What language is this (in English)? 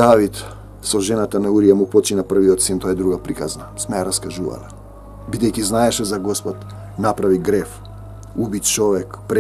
Macedonian